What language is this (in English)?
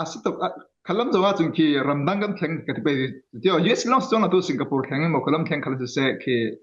Falam Chin